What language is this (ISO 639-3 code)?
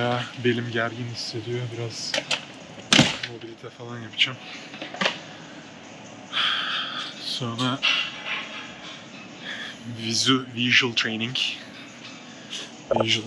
tur